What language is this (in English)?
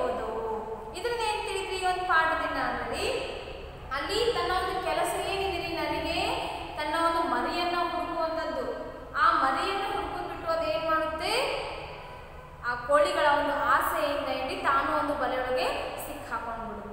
Kannada